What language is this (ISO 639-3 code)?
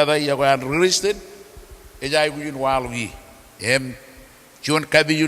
mah